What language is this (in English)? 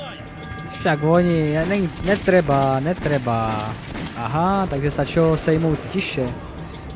Czech